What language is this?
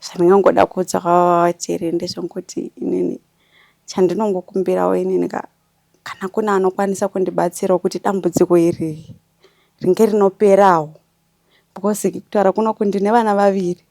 Shona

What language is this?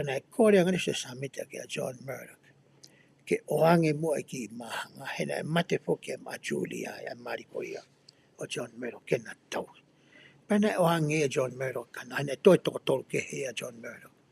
Tongan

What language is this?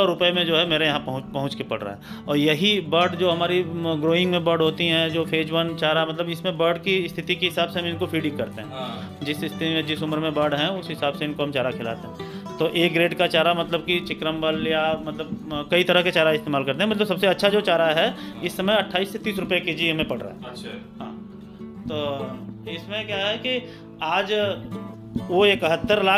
Hindi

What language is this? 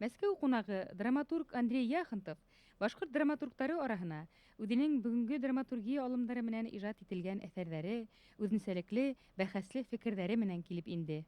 Bashkir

